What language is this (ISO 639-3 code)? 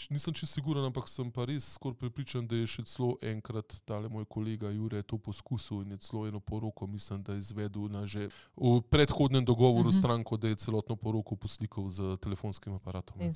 slv